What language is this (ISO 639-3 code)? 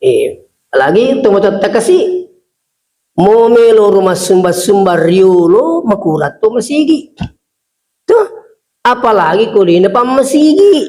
bug